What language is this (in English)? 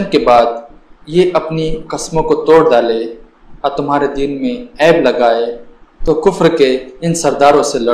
Urdu